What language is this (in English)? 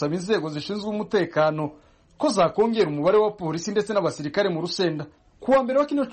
Kinyarwanda